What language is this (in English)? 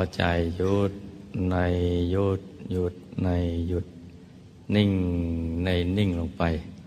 Thai